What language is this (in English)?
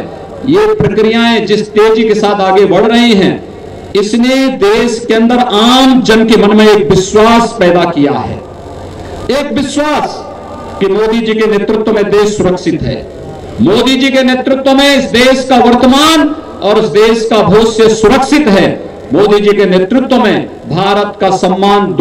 Hindi